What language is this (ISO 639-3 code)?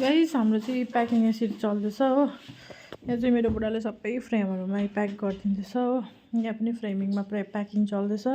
nep